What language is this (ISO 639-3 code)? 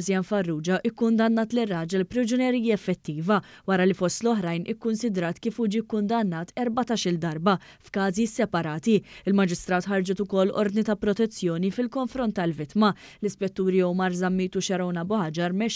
mlt